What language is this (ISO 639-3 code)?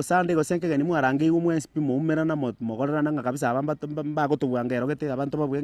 guz